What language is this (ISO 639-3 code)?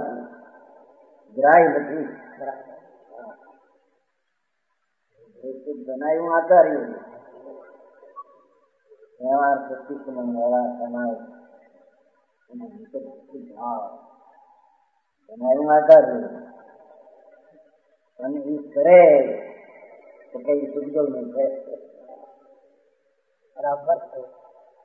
guj